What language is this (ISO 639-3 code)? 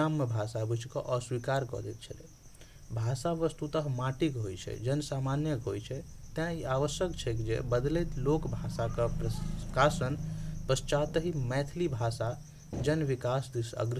mai